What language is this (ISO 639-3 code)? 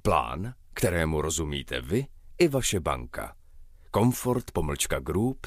ces